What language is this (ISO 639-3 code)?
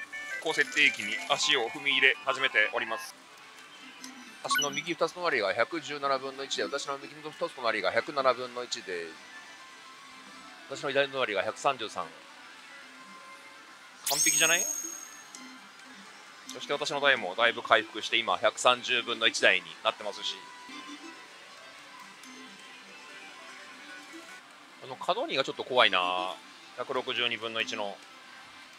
jpn